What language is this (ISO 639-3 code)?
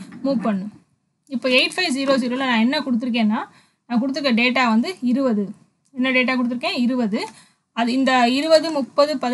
tam